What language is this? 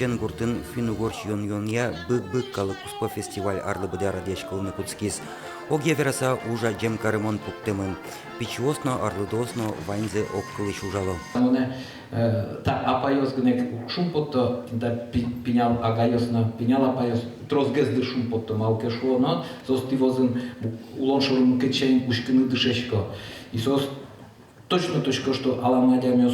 Udmurt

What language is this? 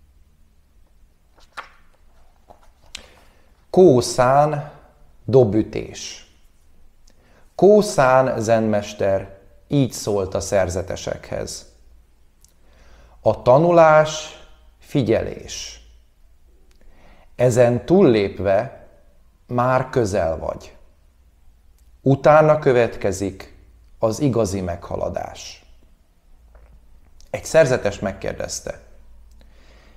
Hungarian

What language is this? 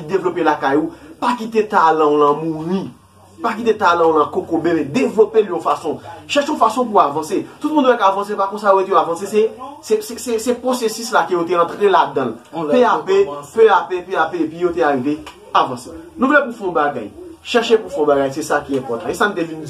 Haitian Creole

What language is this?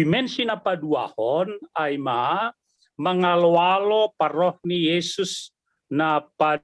Batak Simalungun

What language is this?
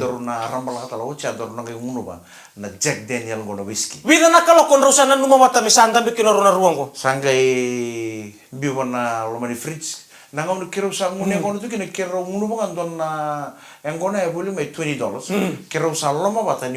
Fijian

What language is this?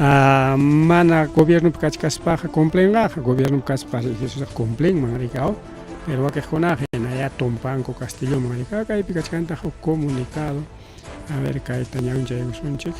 Ayacucho Quechua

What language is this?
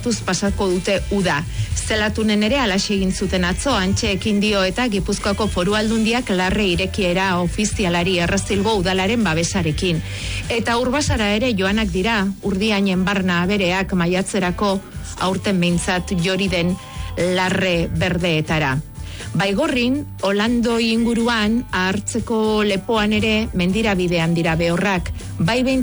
Basque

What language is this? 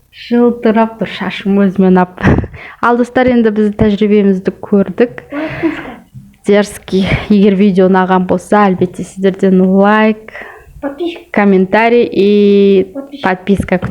Kazakh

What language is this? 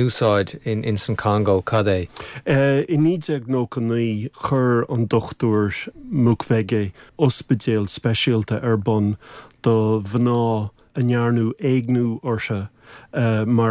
Irish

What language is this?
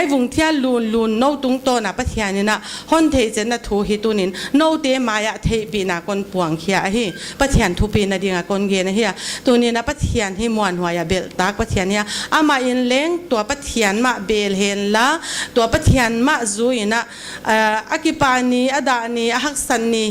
Paite Chin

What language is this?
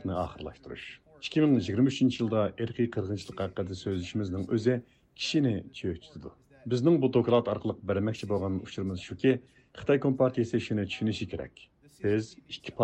Uyghur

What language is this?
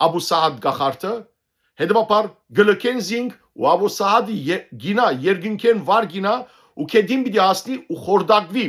Western Armenian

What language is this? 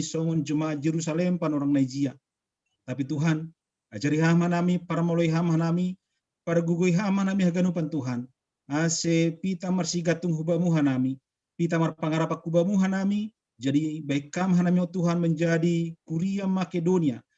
Batak Simalungun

